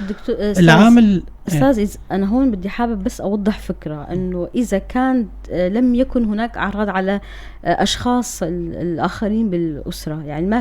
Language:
North Levantine Arabic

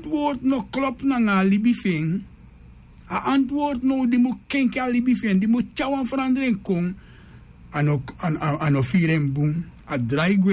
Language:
Sranan Tongo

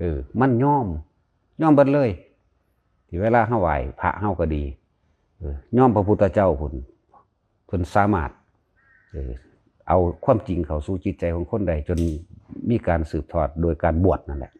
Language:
Northeastern Thai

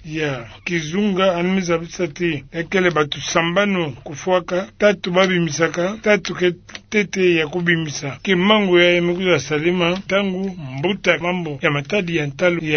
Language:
Kituba (Democratic Republic of Congo)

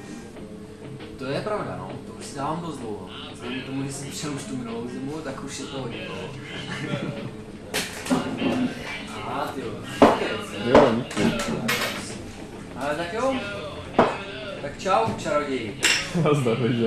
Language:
Czech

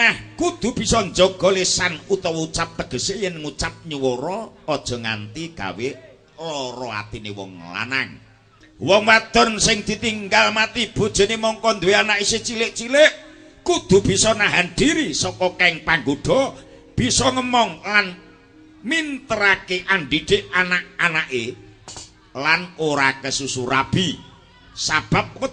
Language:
Javanese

